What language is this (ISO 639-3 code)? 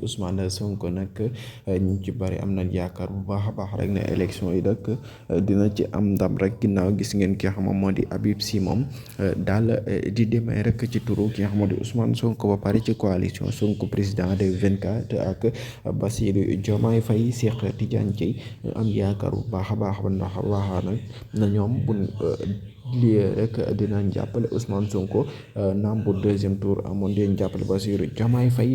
wol